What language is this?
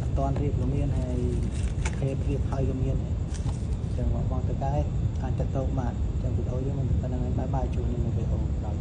Khmer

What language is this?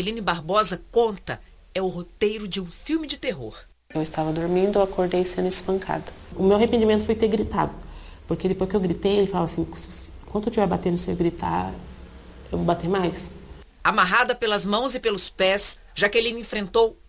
Portuguese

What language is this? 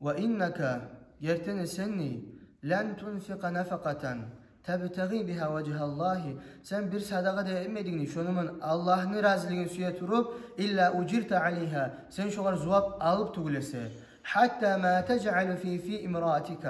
Kumyk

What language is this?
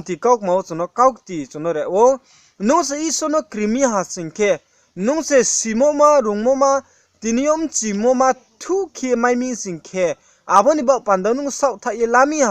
Riang (India)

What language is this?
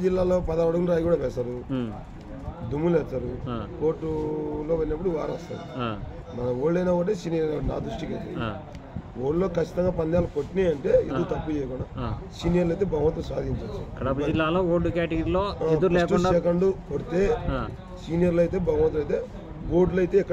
Telugu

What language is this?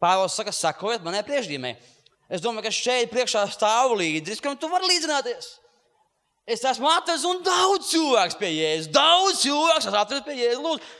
Latvian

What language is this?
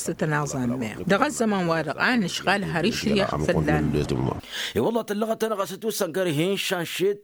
Tamasheq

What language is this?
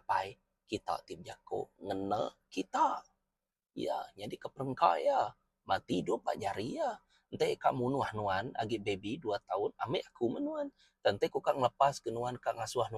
Iban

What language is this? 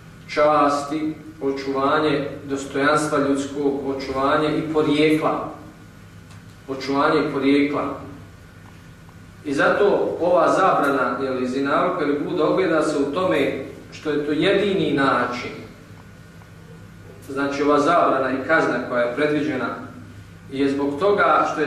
Bosnian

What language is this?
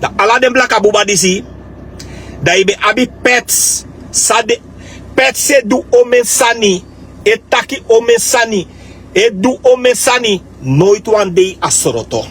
Sranan Tongo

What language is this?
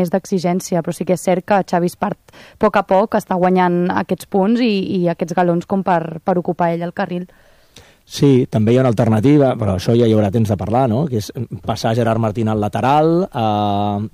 Catalan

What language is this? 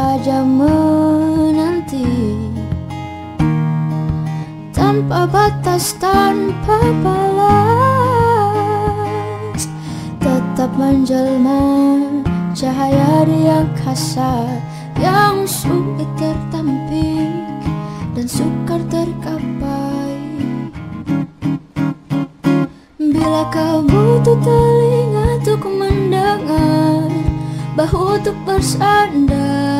Indonesian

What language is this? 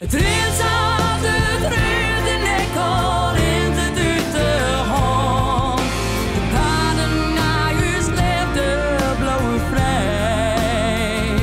Western Frisian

